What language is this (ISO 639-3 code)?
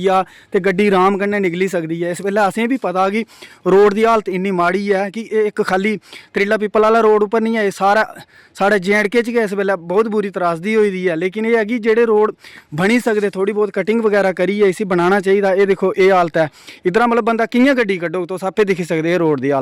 doi